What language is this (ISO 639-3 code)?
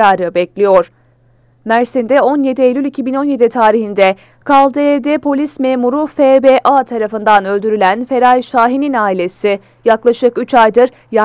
tur